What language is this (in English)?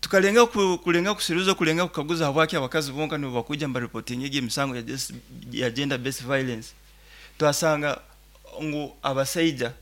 Nyoro